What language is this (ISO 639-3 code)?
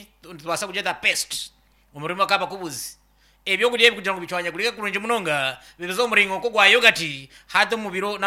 nyn